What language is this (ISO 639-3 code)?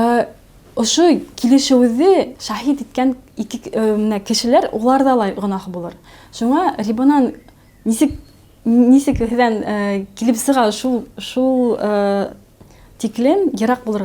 bak